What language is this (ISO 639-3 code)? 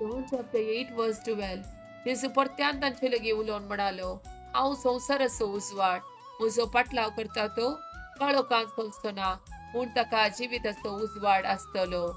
kok